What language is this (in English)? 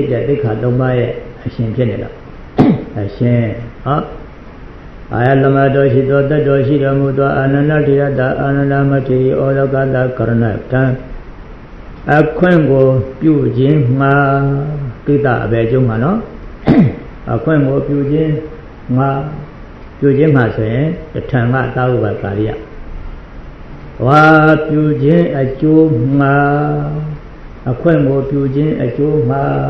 Burmese